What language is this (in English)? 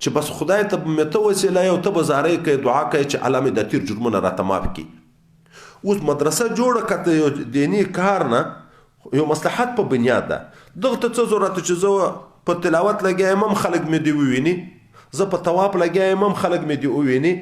Pashto